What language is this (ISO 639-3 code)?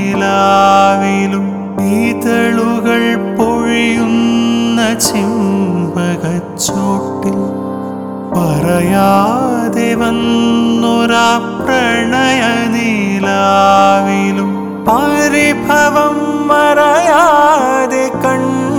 mal